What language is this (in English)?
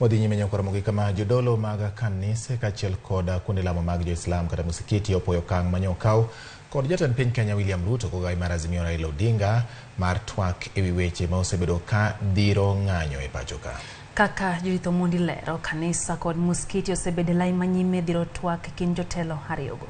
Luo (Kenya and Tanzania)